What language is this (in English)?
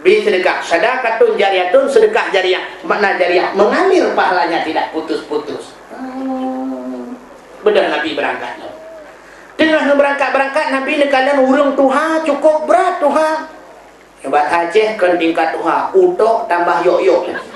Achinese